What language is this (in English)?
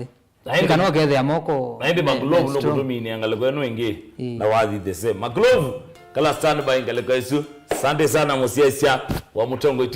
Kamba